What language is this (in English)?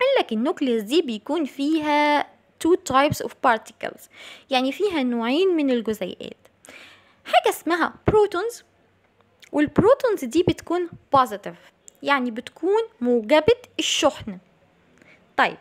Egyptian Arabic